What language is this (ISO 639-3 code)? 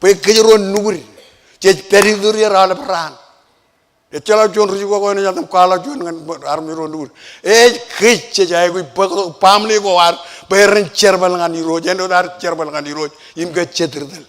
mah